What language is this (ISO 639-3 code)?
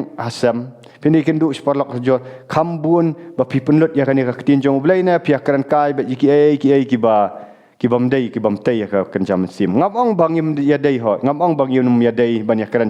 kha